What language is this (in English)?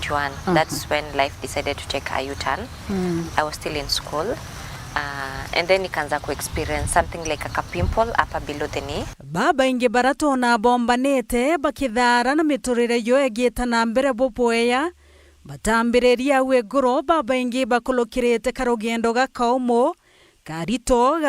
Meru